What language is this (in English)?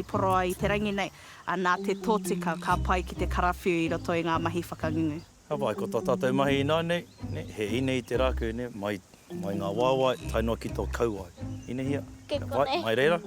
Māori